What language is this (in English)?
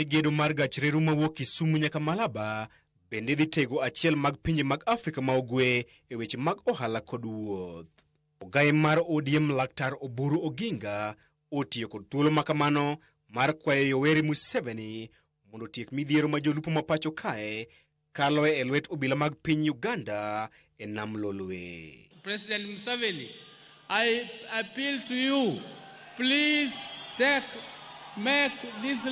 Luo (Kenya and Tanzania)